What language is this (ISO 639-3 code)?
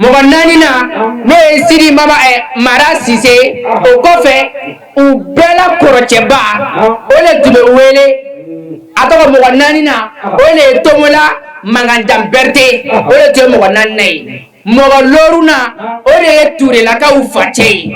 bam